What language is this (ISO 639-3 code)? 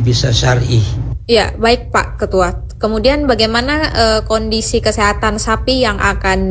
ind